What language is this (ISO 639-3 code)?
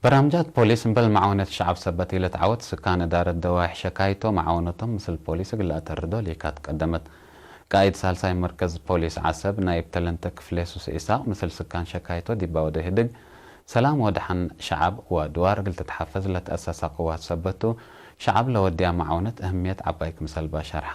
tig